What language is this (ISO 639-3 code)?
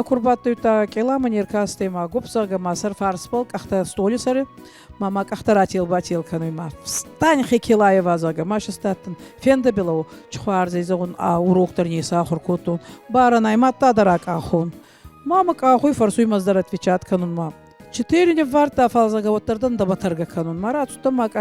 oss